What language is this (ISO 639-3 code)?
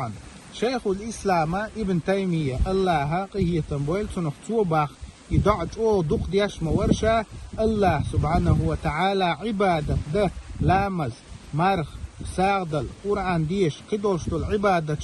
che